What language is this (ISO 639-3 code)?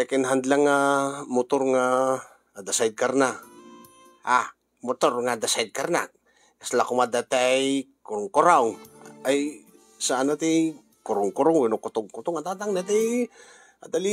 ilo